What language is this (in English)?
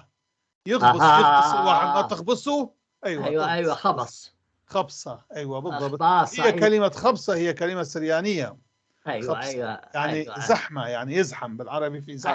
North Levantine Arabic